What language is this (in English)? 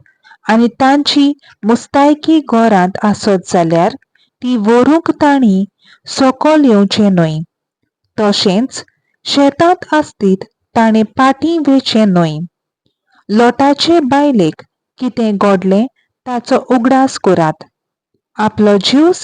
Konkani